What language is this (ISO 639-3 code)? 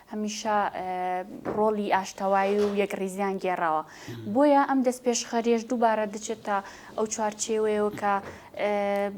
ckb